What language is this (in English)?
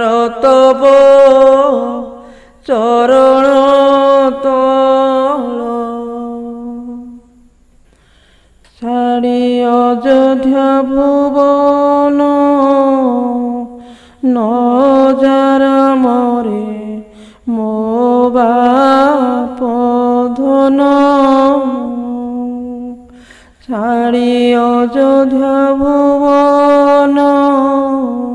Odia